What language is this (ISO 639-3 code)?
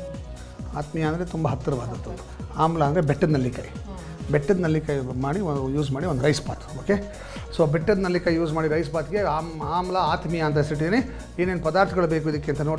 kan